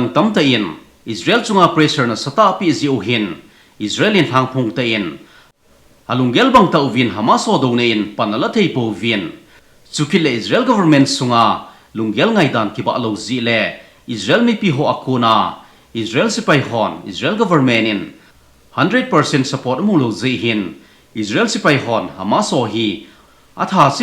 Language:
Thado Chin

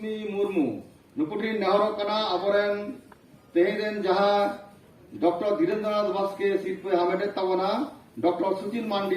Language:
Santali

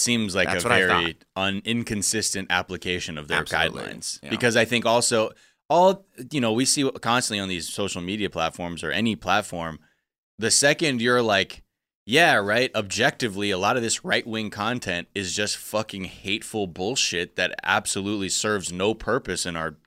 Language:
English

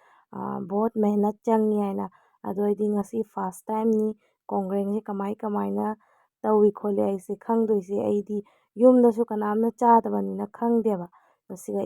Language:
Manipuri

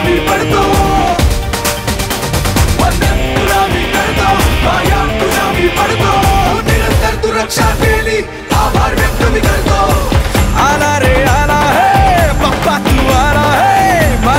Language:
Marathi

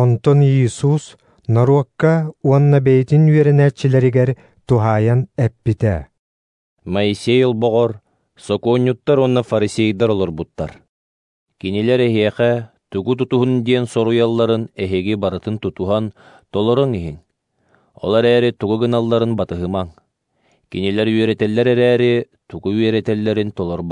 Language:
Yakut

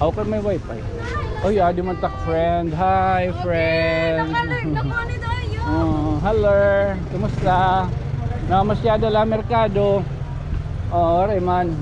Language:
Waray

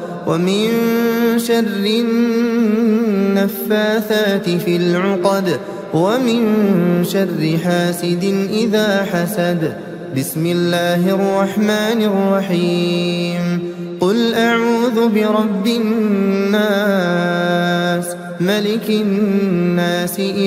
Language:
Arabic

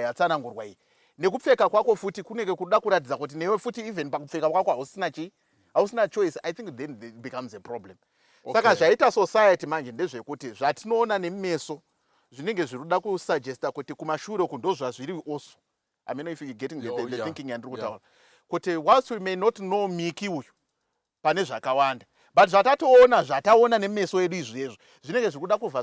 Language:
Shona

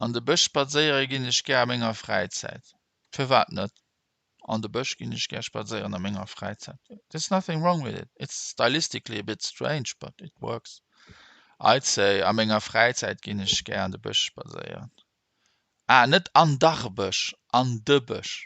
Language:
Luxembourgish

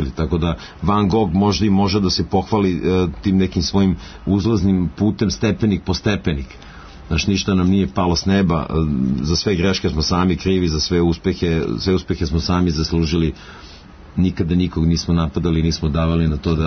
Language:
Serbian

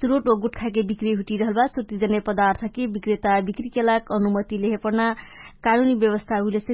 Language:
Dangaura Tharu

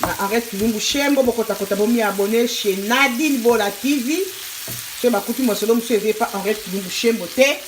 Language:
Lingala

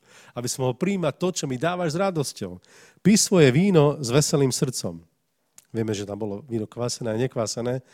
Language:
Slovak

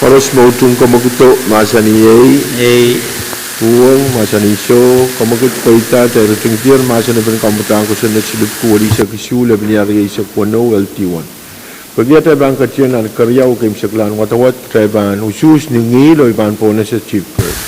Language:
Pohnpeian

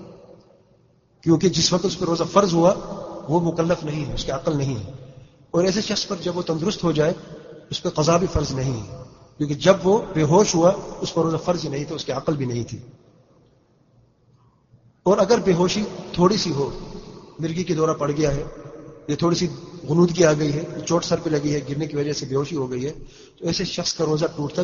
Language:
Urdu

